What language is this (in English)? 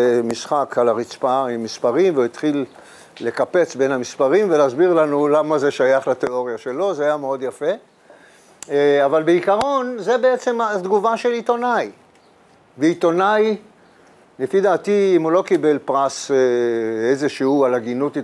Hebrew